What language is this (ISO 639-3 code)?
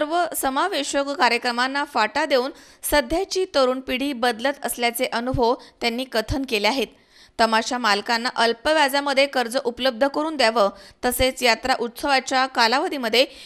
mar